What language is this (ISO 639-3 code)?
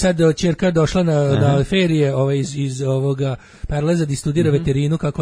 srp